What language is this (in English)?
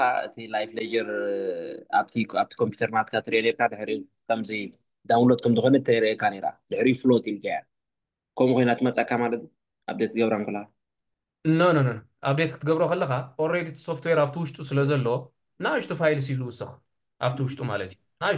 Tigrinya